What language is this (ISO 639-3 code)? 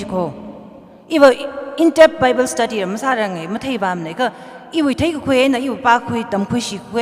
nmf